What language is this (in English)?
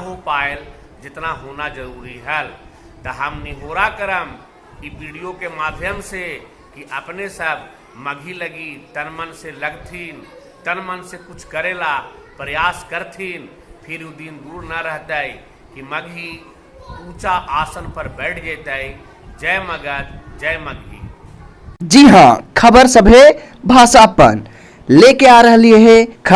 Magahi